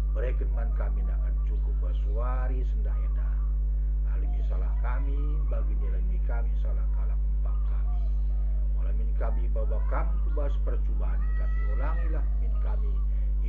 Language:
Batak Karo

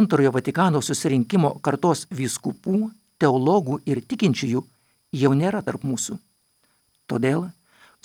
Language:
Lithuanian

